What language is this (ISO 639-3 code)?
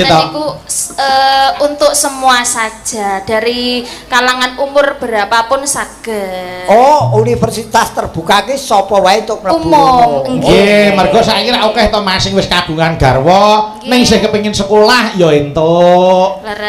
jav